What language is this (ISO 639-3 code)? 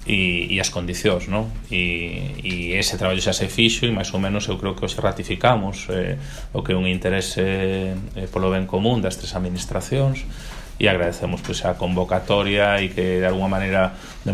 glg